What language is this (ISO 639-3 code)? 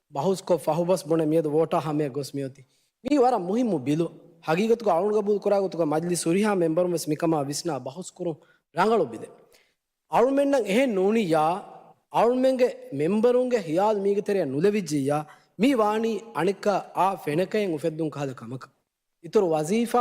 div